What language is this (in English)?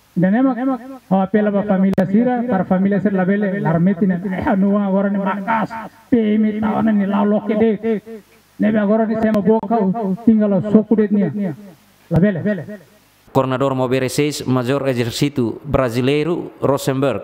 Tetum